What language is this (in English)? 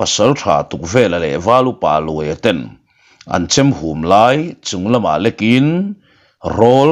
Mizo